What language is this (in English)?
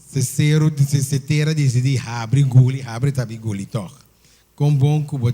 Papiamento